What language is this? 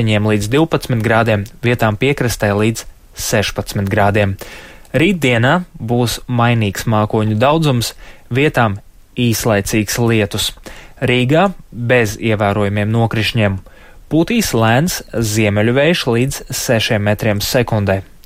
Latvian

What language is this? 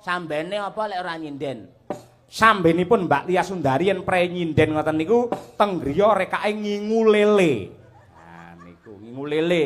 Javanese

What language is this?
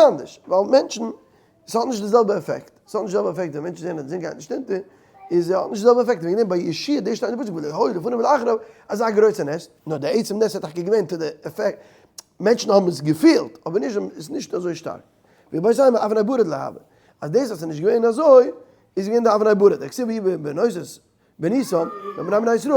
Yiddish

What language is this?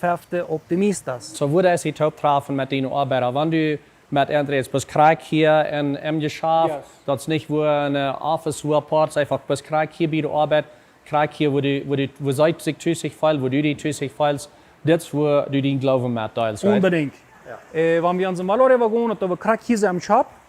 Plautdietsch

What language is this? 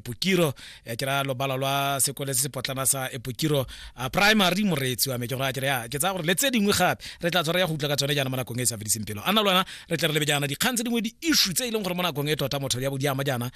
Tswana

